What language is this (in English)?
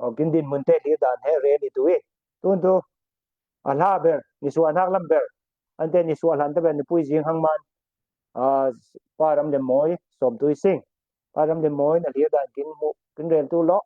Falam Chin